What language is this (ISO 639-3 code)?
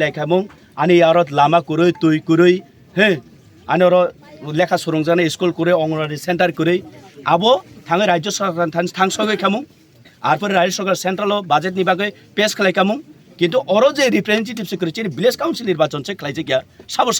trp